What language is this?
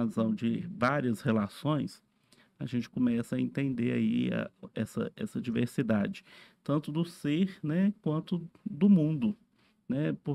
Portuguese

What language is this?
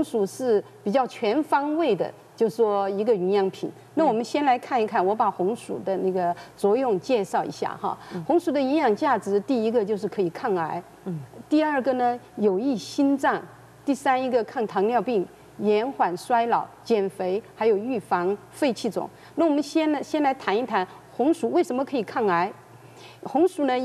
Chinese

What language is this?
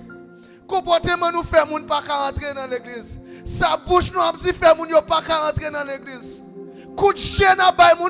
Haitian Creole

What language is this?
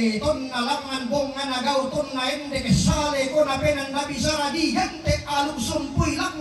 Toraja-Sa'dan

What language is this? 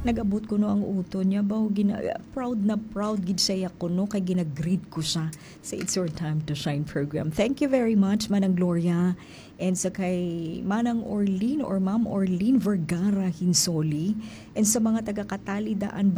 Hiligaynon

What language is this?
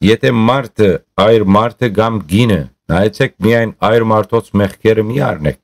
Western Armenian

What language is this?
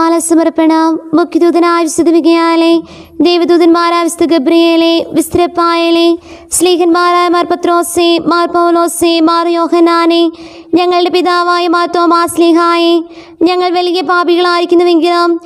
Malayalam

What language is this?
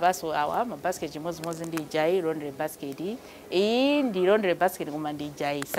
Nyanja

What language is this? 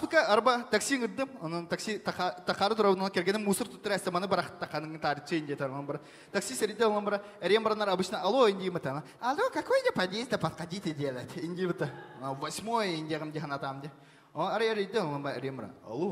Yakut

